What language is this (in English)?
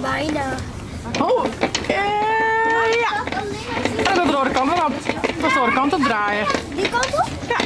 Western Frisian